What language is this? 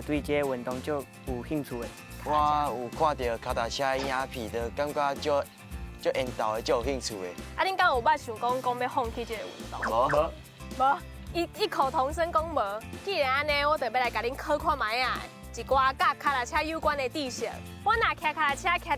Min Nan Chinese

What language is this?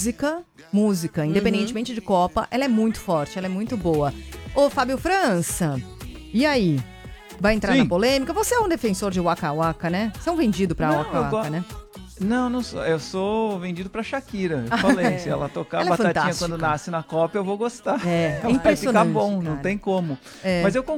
Portuguese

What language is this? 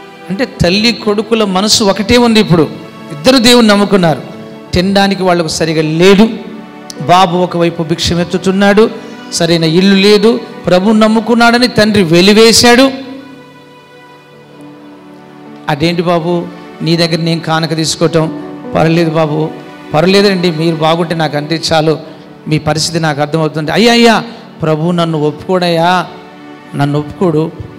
Telugu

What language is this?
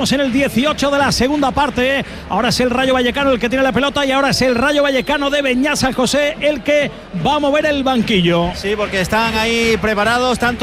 Spanish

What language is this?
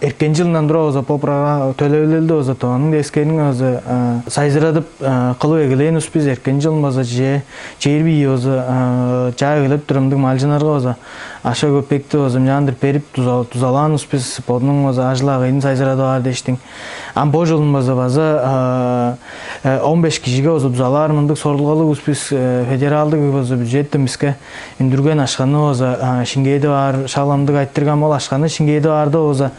Tuvinian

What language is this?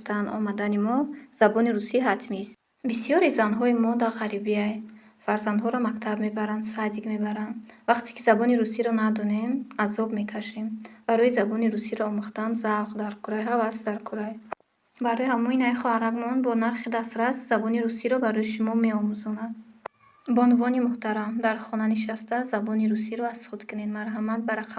Tajik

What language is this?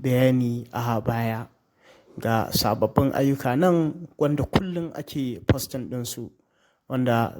Hausa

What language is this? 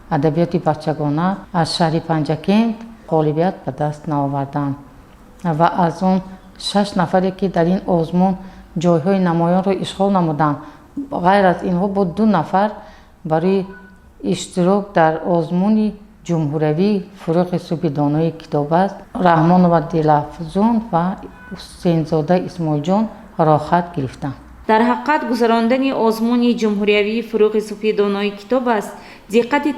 Tajik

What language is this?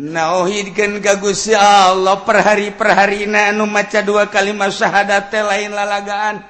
Sundanese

